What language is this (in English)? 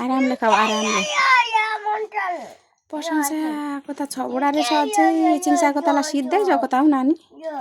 Nepali